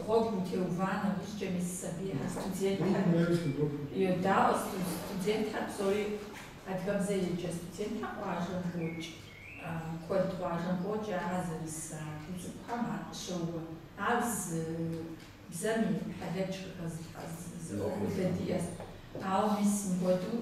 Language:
Kabardian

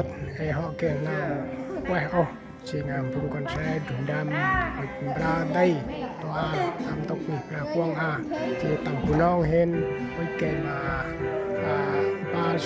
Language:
Central Mnong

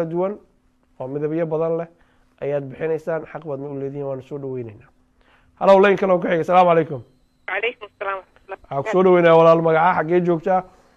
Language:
Somali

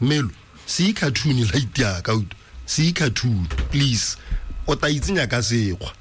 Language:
Tswana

